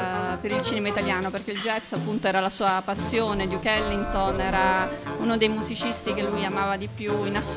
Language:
Italian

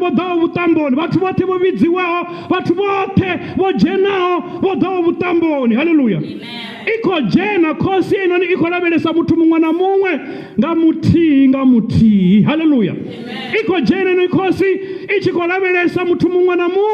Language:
Venda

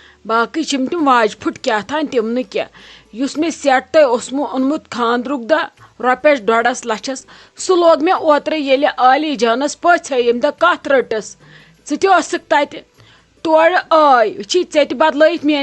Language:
Kashmiri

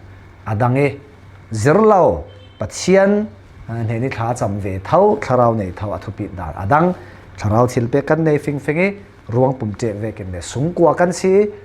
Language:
Falam Chin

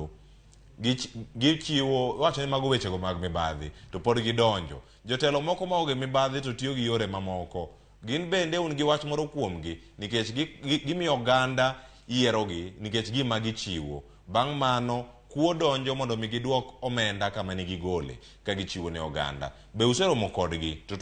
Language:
Luo (Kenya and Tanzania)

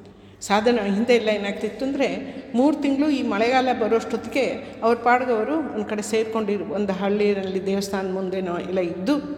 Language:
Kannada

